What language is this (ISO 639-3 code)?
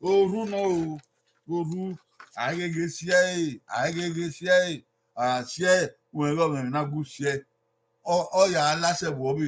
bin